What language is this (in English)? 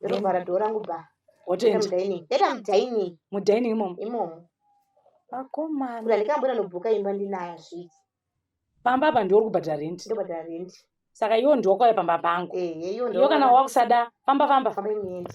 Shona